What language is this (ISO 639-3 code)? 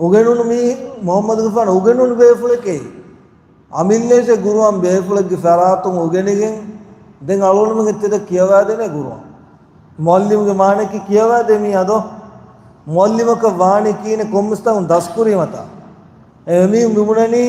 div